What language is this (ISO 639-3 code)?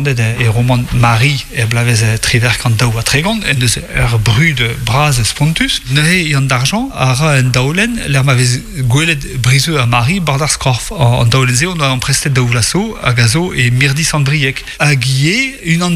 bre